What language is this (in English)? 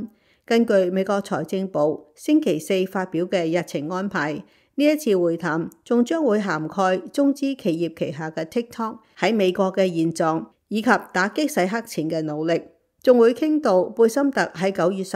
Cantonese